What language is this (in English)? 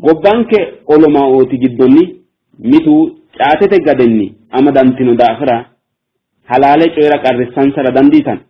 Sidamo